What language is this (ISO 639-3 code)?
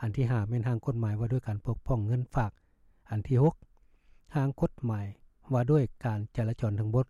lao